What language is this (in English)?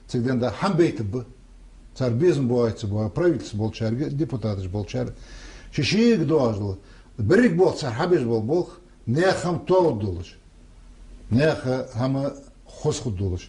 Ingush